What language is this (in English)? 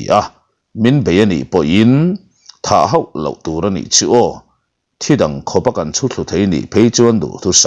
Mizo